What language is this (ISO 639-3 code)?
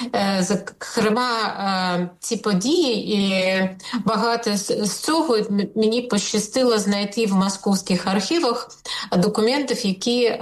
ukr